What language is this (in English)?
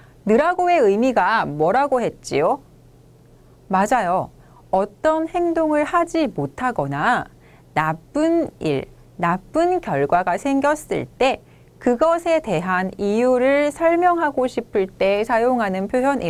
Korean